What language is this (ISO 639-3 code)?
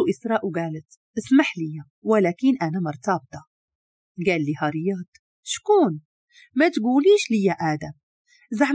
ary